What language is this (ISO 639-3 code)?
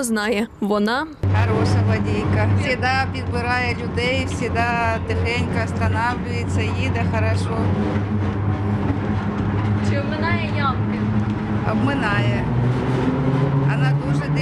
ukr